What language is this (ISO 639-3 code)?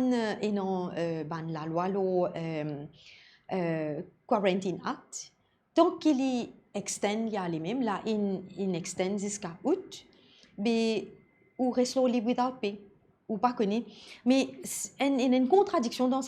mfe